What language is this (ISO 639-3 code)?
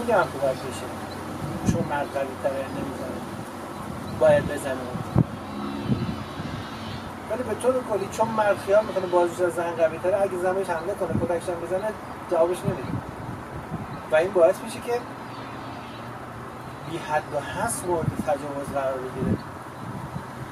fas